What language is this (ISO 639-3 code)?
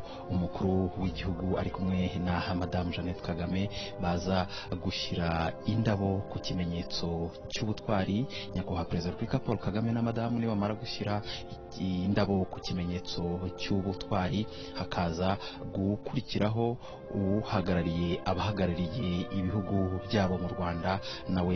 kin